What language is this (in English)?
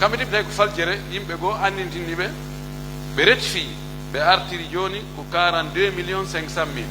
Pular